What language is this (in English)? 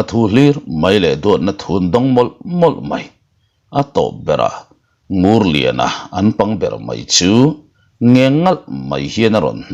Mizo